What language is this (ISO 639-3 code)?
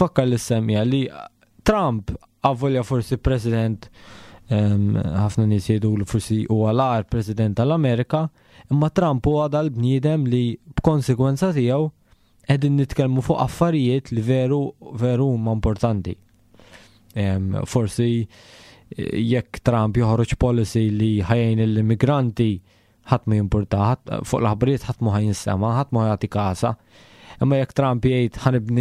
mlt